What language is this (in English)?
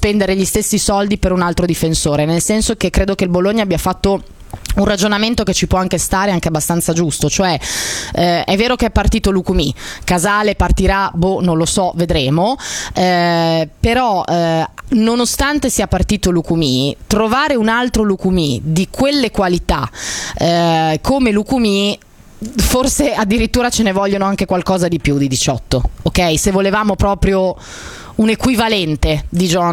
Italian